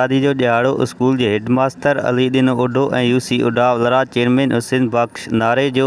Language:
Sindhi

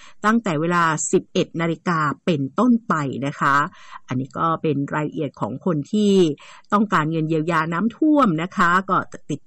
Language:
Thai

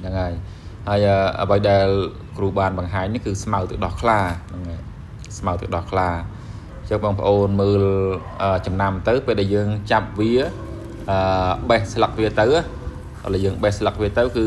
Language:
Khmer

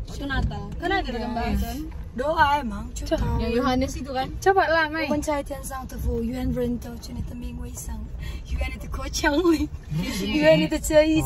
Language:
Indonesian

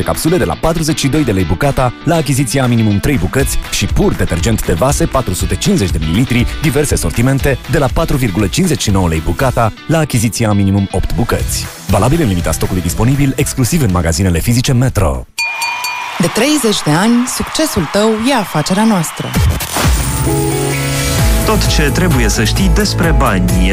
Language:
Romanian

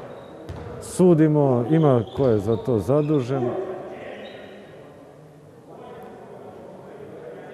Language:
Serbian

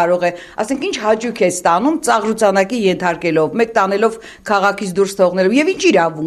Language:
Armenian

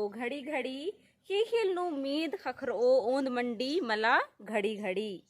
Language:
Kurukh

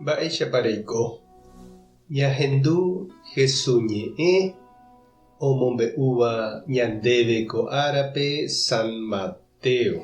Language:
Guarani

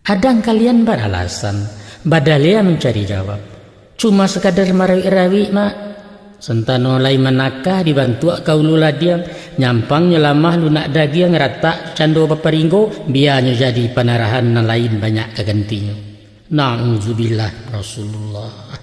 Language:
Minangkabau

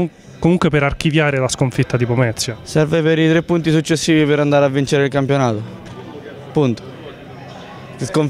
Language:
Italian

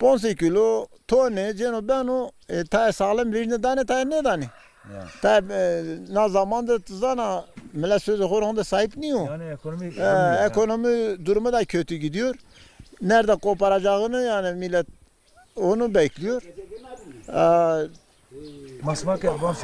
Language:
Zaza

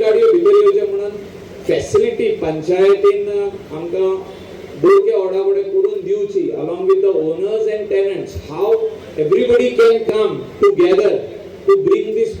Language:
Konkani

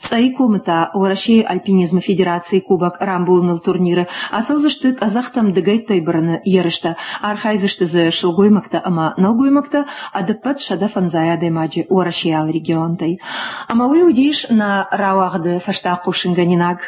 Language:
Ossetic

